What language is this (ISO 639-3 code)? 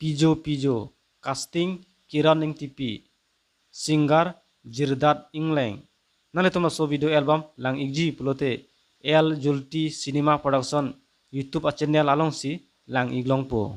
mjw